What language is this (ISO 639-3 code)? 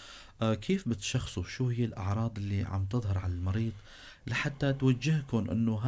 apc